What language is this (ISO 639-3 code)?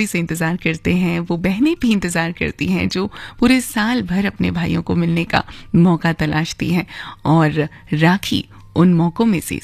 hin